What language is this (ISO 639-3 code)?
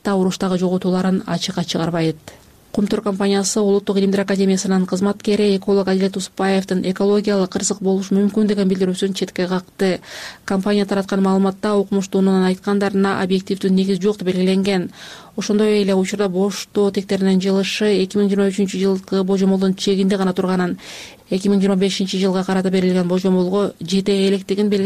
kir